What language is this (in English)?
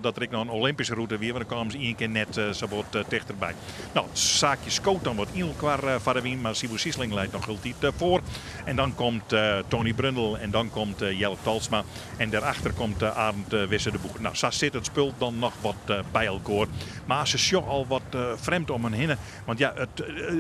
Western Frisian